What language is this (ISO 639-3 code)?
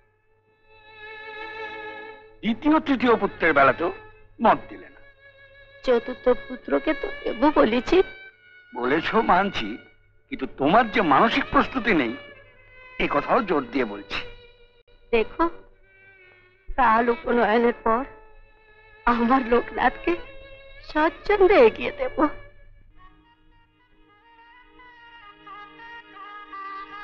ben